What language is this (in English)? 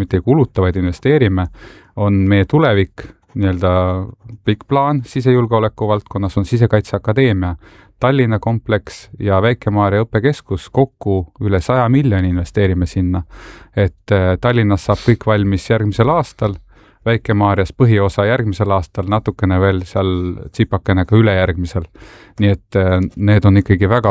Estonian